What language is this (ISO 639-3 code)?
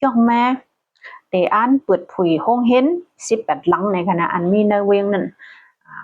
shn